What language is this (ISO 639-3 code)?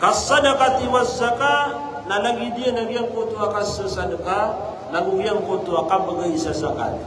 mrw